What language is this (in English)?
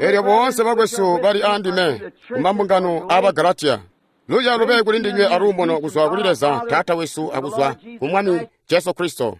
Tonga (Zambia)